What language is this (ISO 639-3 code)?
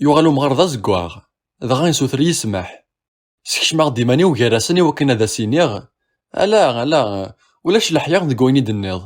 kab